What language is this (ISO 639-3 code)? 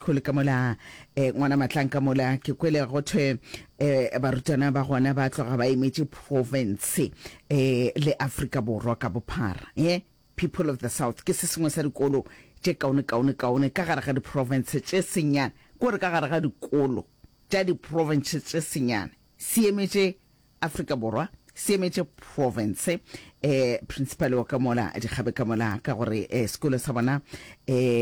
nso